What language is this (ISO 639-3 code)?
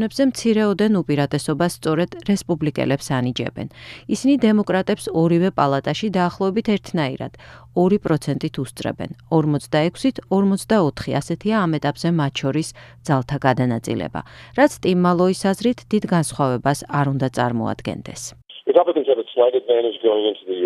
kat